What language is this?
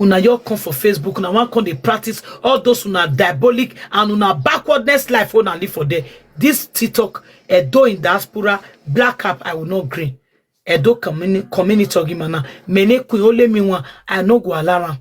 Nigerian Pidgin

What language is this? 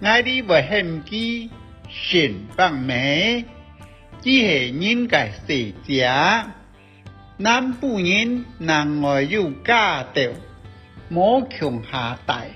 Hakka Chinese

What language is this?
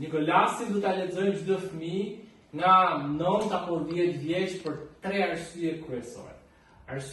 Albanian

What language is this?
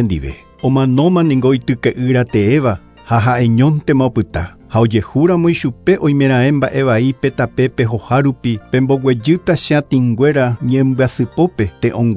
Guarani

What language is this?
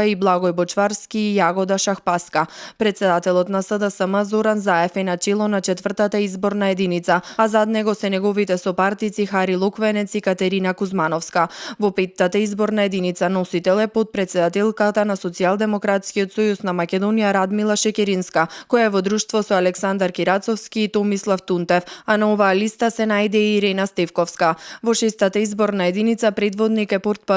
Macedonian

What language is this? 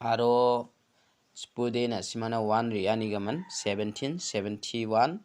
Garo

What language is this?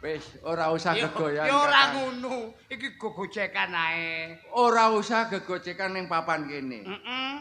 Javanese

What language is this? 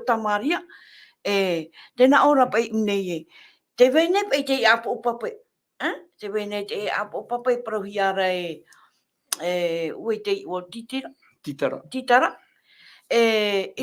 Tahitian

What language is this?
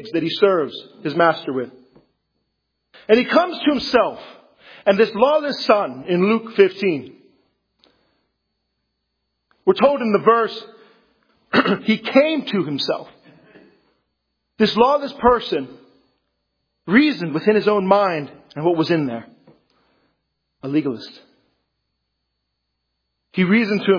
English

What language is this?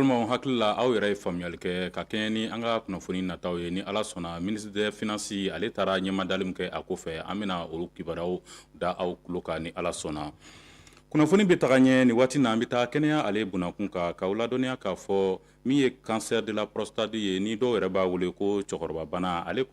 Bambara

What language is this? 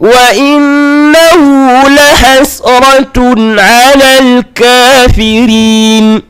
Fula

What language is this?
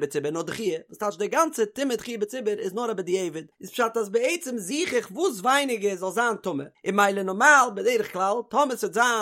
Yiddish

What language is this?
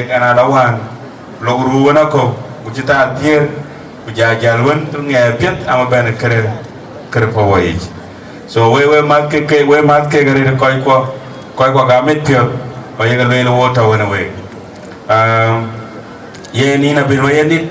Dinka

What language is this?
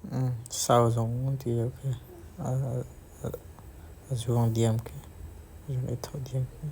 Hakha Chin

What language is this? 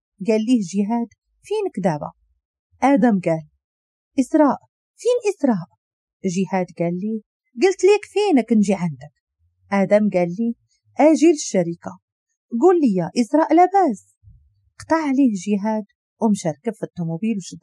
Moroccan Arabic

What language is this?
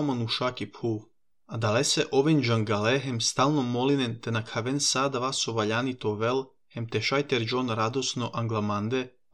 Slovenian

